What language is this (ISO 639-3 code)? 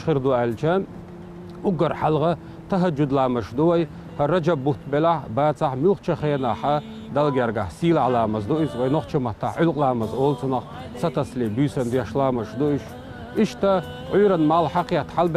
che